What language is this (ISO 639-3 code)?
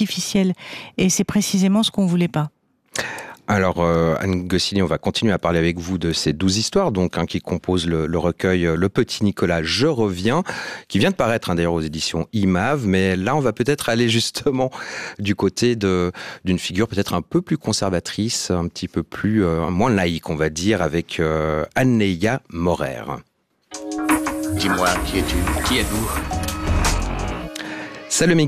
fra